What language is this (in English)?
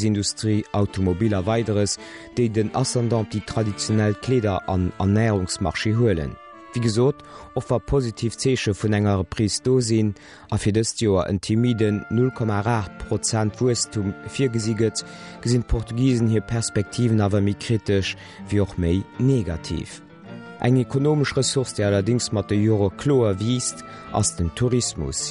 Luxembourgish